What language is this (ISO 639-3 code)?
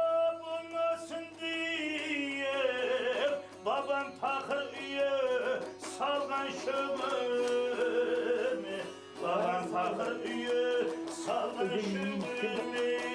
kaa